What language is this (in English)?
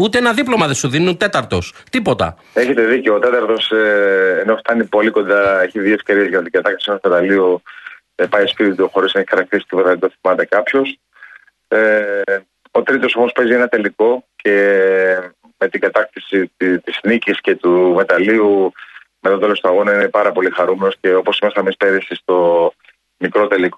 Greek